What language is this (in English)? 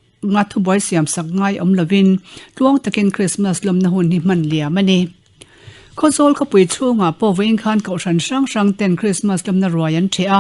Mizo